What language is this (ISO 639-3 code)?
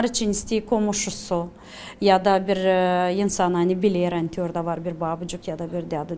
gag